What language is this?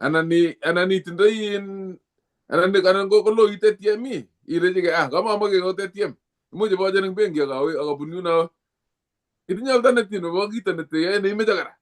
Kalenjin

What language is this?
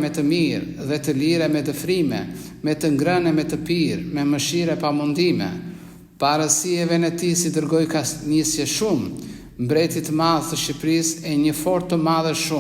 Albanian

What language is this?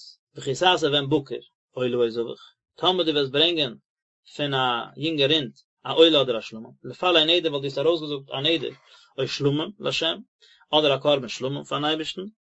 Yiddish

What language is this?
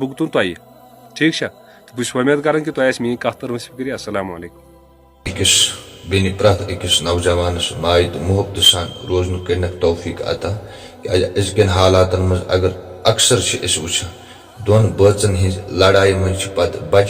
Kashmiri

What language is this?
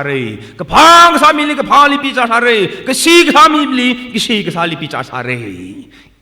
Tangkhul Naga (India)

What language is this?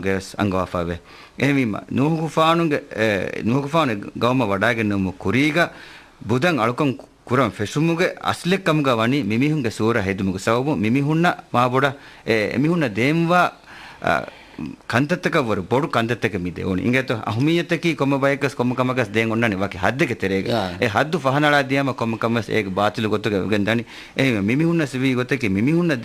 Divehi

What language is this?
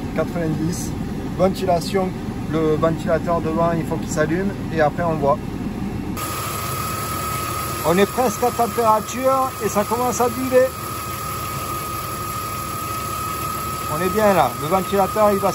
French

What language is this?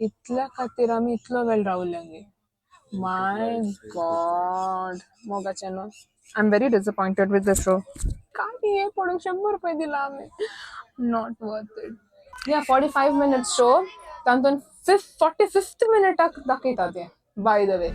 Konkani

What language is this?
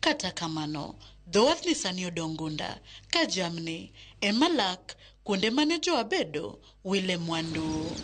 Luo (Kenya and Tanzania)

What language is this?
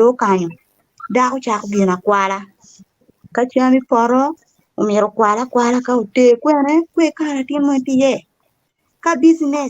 Acoli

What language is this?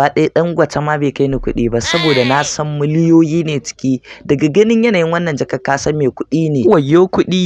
Hausa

